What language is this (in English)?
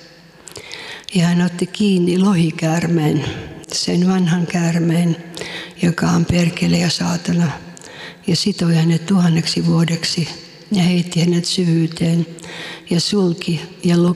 Finnish